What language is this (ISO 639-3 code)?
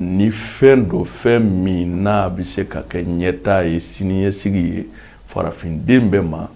bam